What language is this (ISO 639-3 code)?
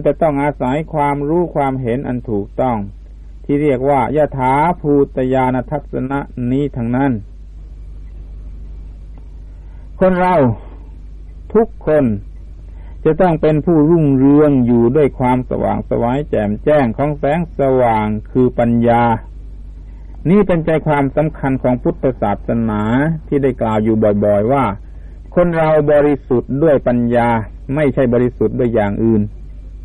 tha